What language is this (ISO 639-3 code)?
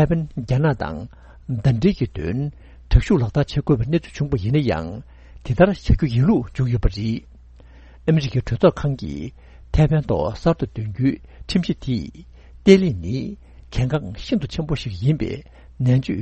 bod